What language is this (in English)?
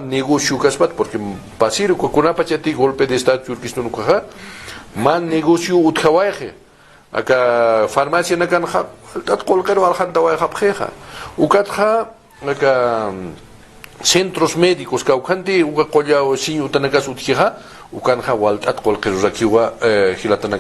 Aymara